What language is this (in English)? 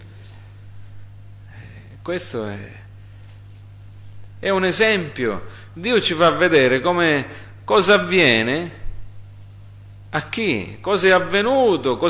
Italian